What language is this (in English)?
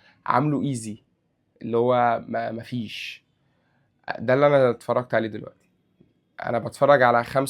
Egyptian Arabic